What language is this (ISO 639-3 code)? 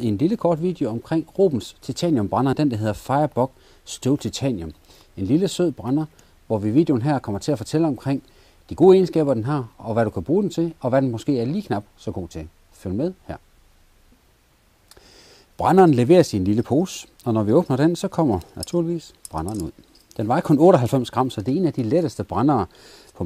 dan